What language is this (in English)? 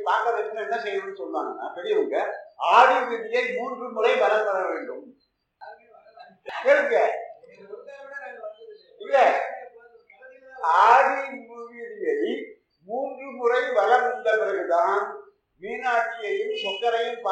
Tamil